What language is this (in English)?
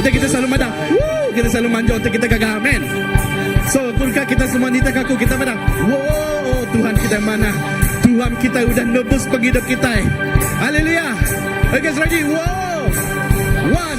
Iban